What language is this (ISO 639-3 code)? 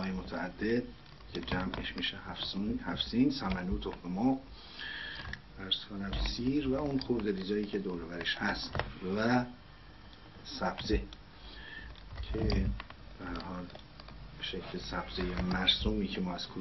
fas